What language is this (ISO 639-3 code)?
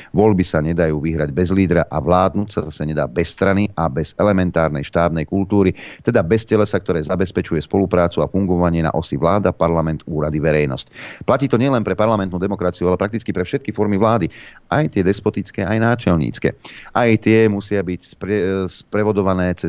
slk